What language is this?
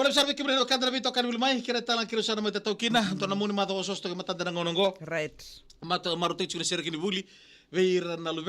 Fijian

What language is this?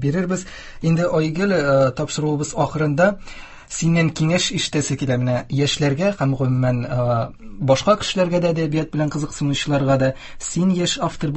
Tatar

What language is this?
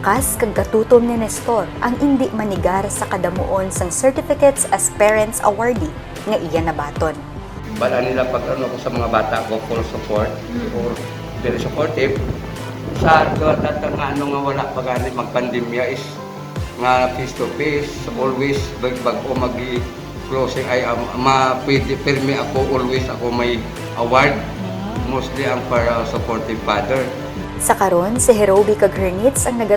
Hiligaynon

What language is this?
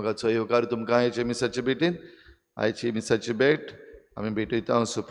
Konkani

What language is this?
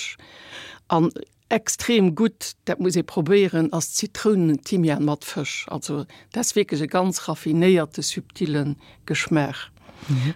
Luxembourgish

